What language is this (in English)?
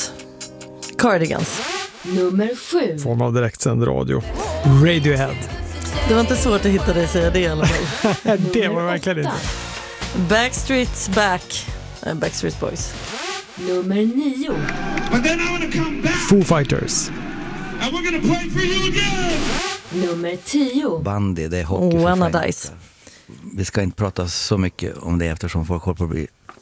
Swedish